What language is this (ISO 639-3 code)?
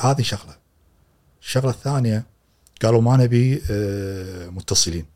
afb